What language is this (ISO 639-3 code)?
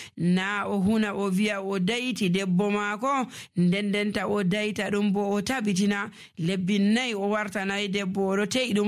fuv